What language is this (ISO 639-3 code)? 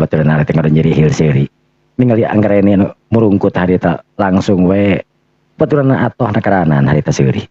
sun